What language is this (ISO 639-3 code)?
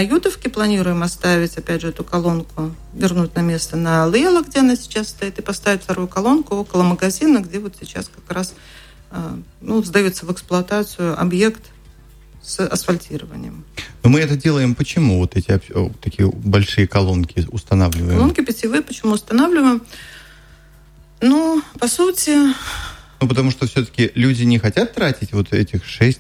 rus